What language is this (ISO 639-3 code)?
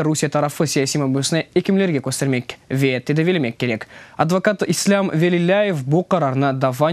crh